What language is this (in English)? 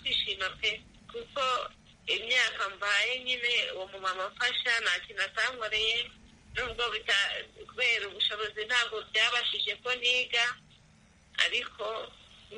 Kinyarwanda